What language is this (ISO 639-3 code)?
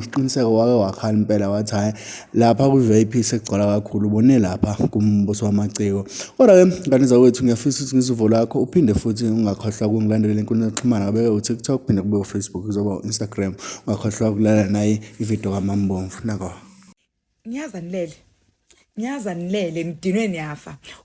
zul